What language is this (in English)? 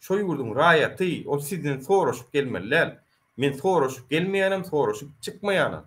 Turkmen